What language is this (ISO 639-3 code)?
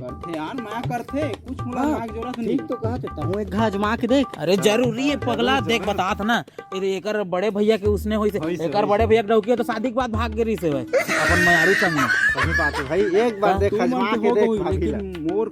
hne